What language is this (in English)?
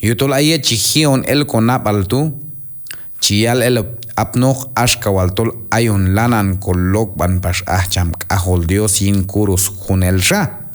Q'anjob'al